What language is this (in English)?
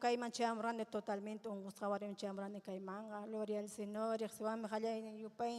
Ayacucho Quechua